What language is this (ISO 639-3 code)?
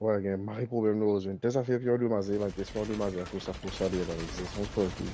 mfe